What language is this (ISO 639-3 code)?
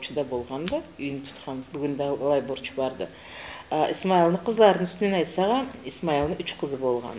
krc